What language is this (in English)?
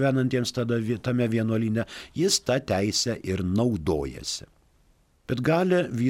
Lithuanian